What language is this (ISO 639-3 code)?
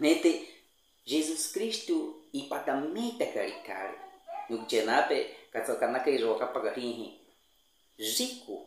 bwi